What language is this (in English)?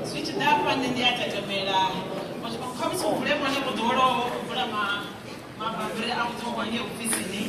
Venda